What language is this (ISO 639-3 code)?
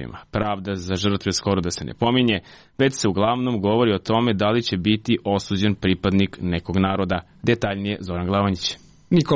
srp